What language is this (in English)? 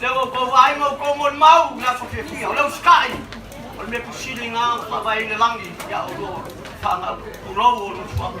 Samoan